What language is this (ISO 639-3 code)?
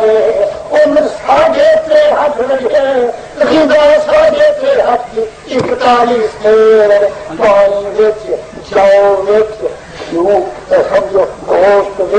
skr